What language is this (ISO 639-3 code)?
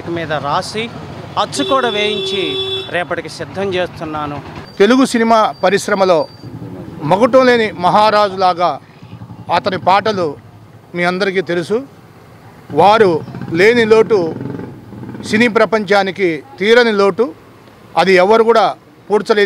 tel